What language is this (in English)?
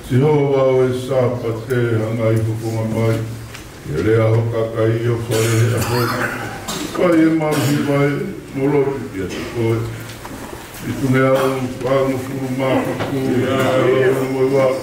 Tongan